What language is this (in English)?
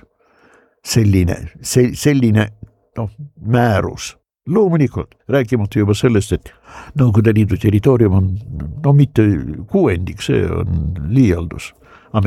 Estonian